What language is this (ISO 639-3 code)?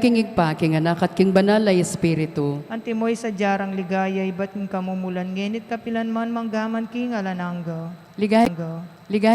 pam